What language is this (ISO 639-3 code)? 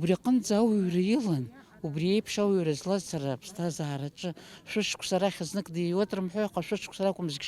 abk